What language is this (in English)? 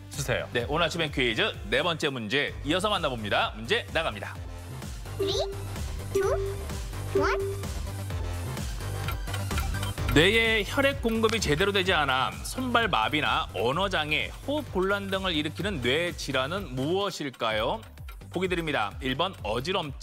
Korean